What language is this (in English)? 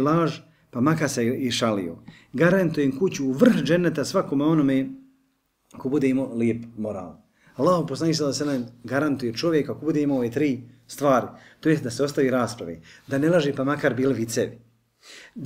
Bosnian